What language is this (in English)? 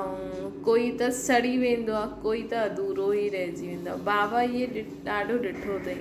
Sindhi